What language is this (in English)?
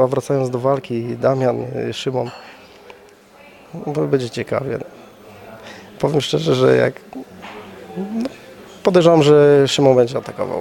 Polish